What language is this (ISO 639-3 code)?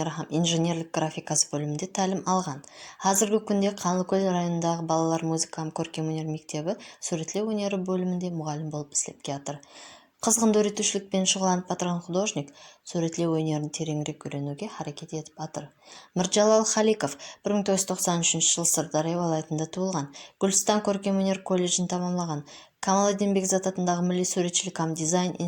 kaa